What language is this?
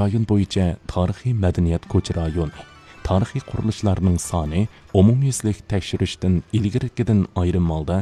Uyghur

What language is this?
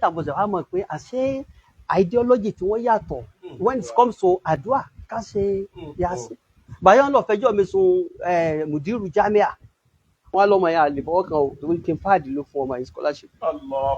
Yoruba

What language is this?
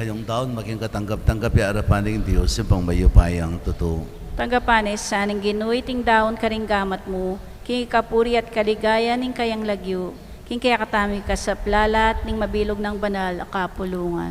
Pampanga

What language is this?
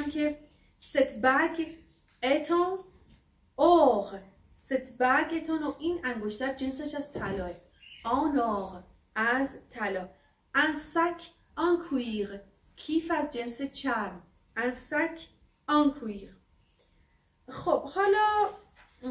Persian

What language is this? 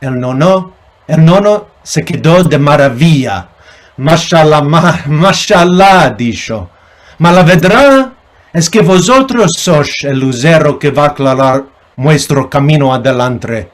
Ladino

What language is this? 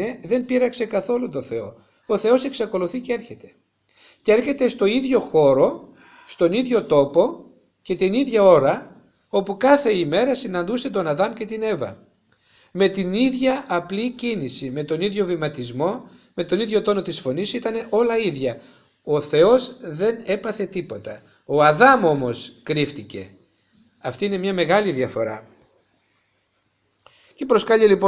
Greek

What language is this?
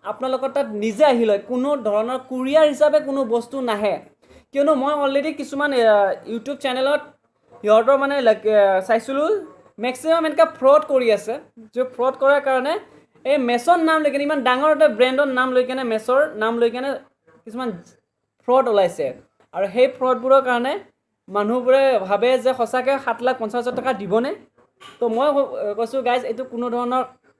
Assamese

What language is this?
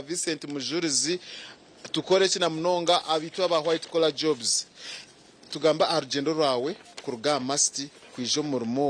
Nyankole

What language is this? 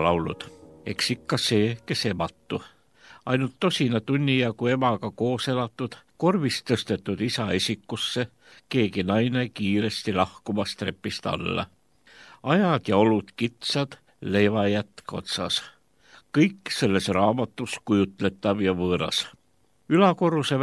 Estonian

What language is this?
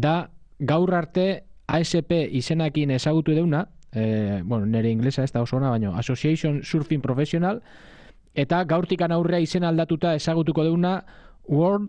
Basque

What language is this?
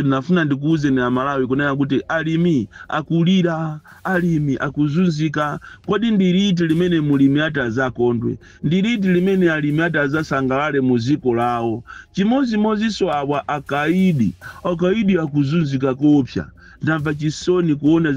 Nyanja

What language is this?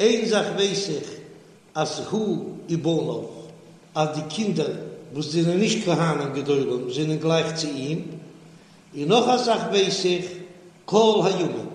Yiddish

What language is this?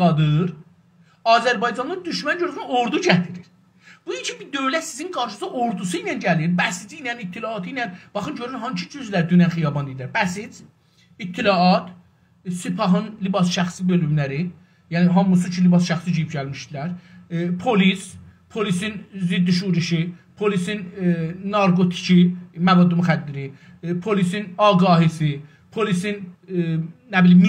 South Azerbaijani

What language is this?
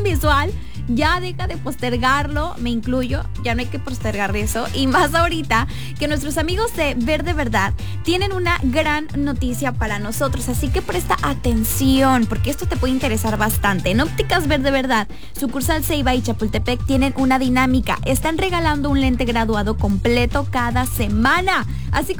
Spanish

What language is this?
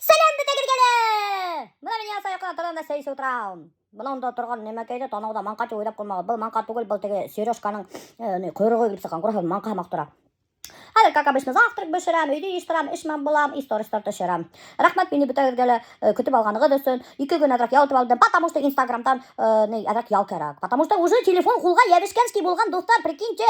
Bashkir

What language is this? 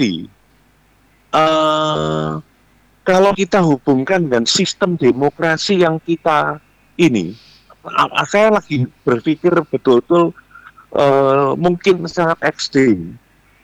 Indonesian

